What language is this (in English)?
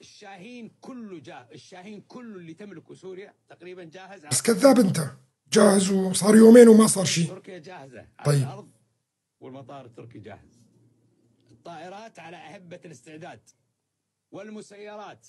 North Levantine Arabic